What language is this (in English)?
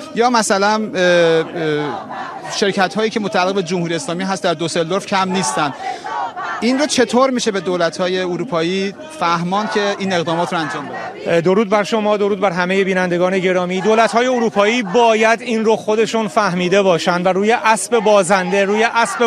Persian